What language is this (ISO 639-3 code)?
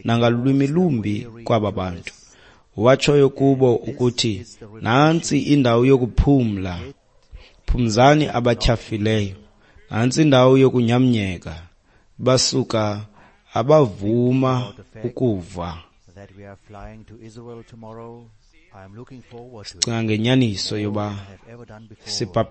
xho